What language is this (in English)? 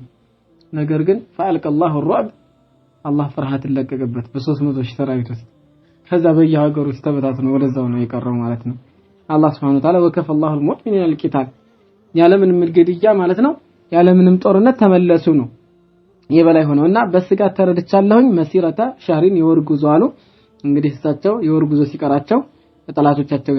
Amharic